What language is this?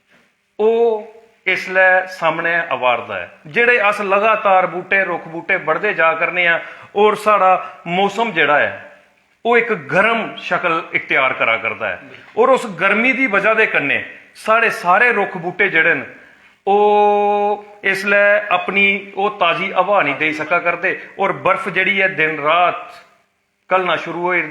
Dogri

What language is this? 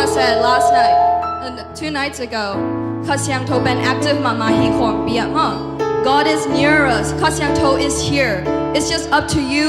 Tedim Chin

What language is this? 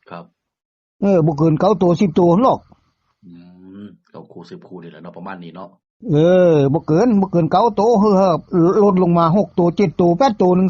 Northeastern Thai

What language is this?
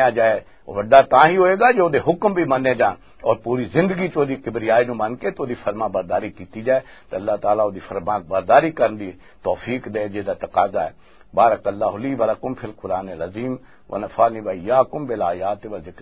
Western Panjabi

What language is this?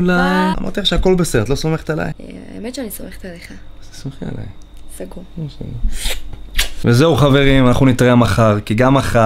Hebrew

